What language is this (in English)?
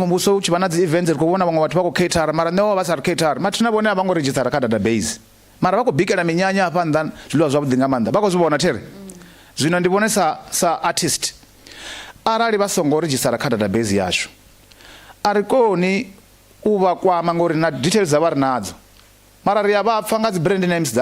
Venda